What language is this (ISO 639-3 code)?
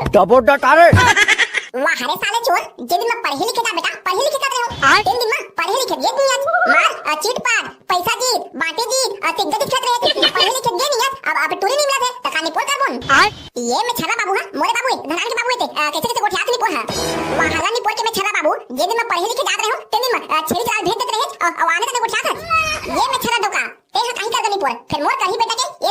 hne